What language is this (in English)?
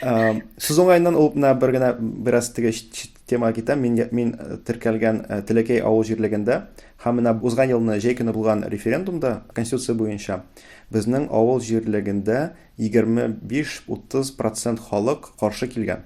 Tatar